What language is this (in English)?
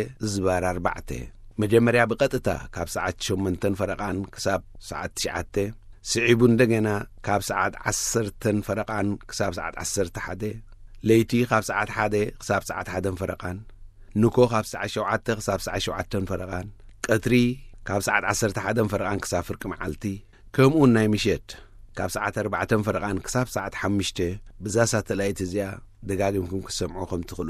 Tigrinya